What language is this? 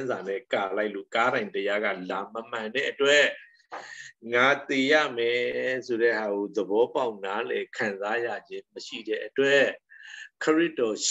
Burmese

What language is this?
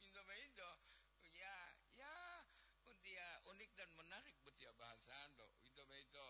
Gorontalo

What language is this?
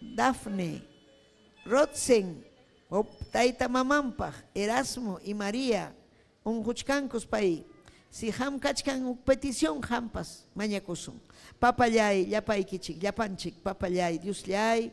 Ayacucho Quechua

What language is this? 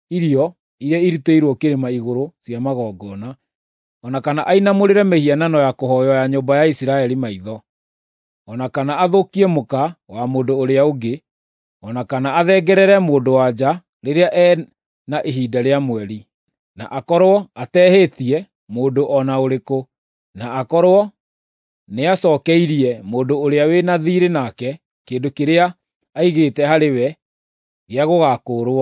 Kikuyu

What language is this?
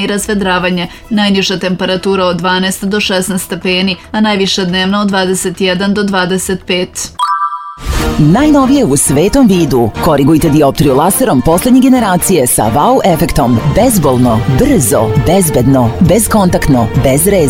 Serbian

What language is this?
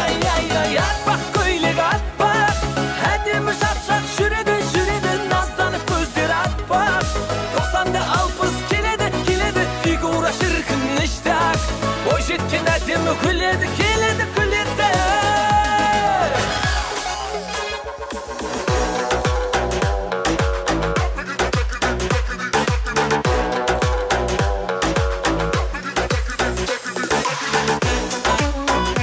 Kazakh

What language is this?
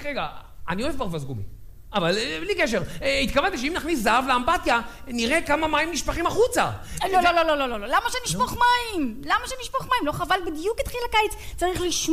Hebrew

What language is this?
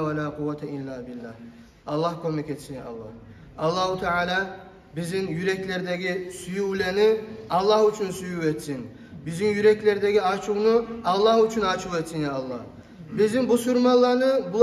Kumyk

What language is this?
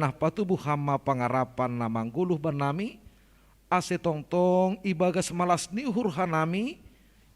Batak Simalungun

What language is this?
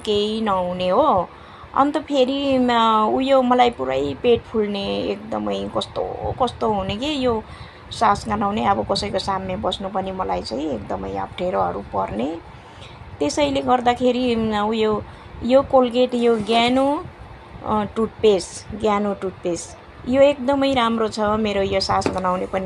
Nepali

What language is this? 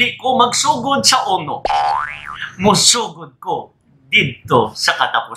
Cebuano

